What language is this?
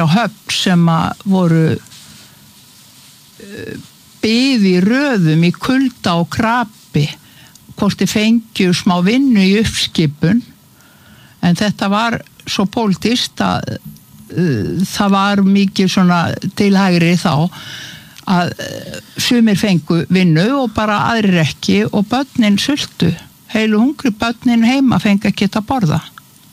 Icelandic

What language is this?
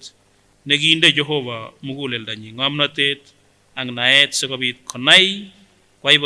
Kipsigis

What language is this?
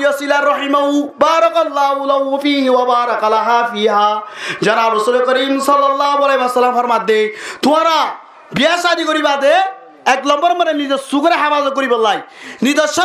Rohingya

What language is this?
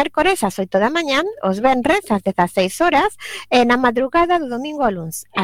Galician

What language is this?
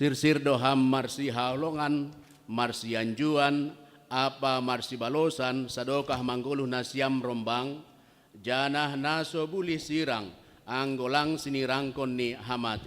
Batak Simalungun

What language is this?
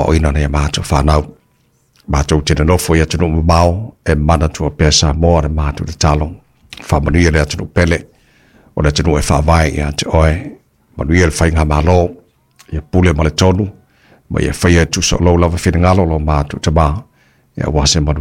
Samoan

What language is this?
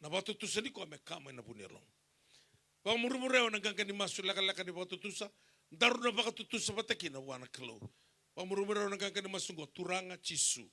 Fijian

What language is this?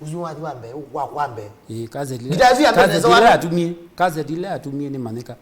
Kamba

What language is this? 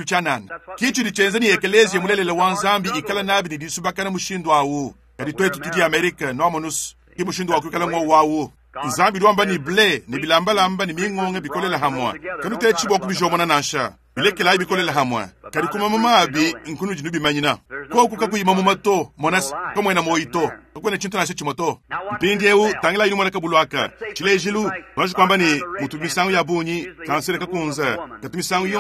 Luba-Lulua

